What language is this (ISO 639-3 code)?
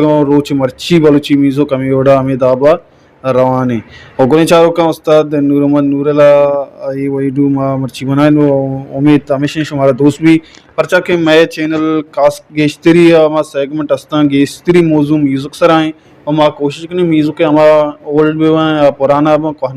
bal